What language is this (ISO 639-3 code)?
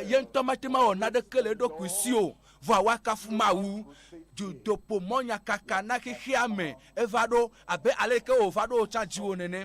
ewe